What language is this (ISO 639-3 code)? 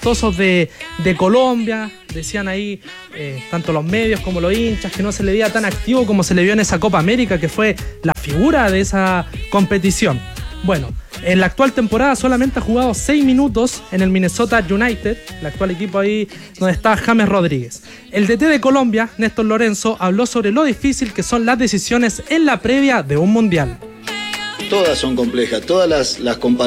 spa